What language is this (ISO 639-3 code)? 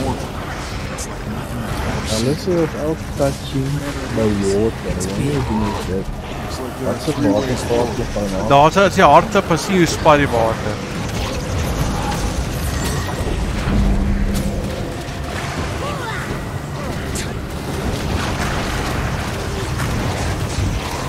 afr